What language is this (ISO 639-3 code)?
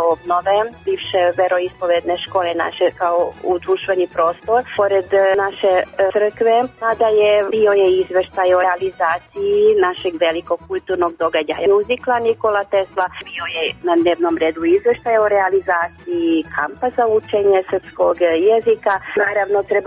srp